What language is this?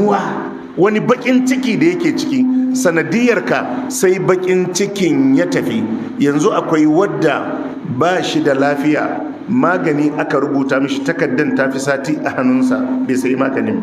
Hausa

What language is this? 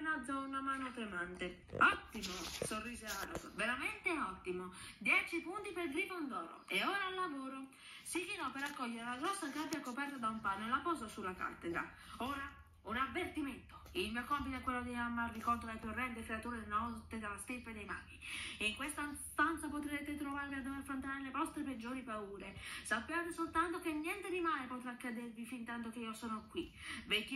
Italian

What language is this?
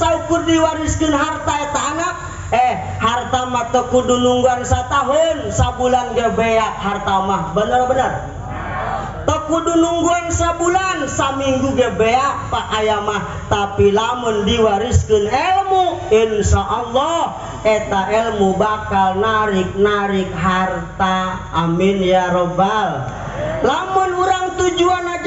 Sundanese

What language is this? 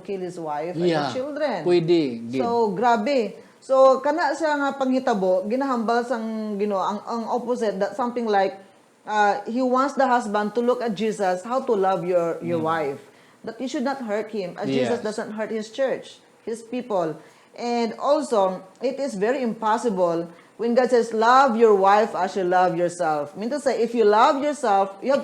Hiligaynon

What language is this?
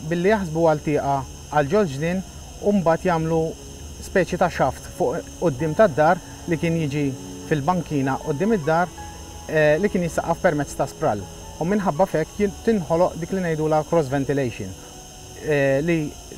Maltese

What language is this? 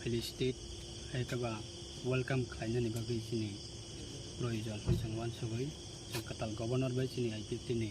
Kok Borok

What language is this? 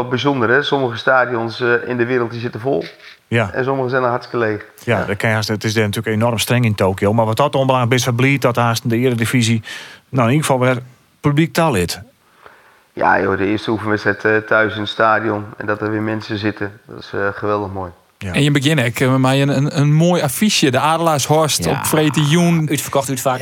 Western Frisian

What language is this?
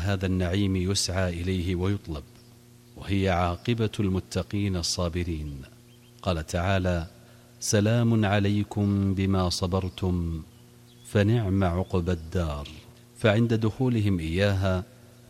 Arabic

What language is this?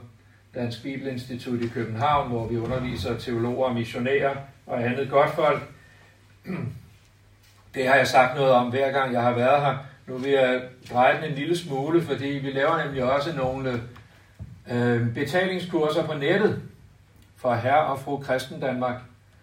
Danish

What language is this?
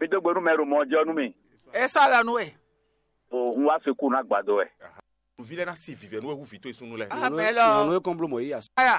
Fon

